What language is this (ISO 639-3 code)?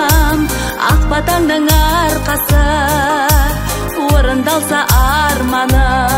kaz